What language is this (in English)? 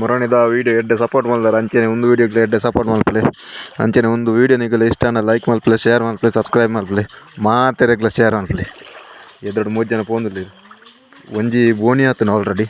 Tulu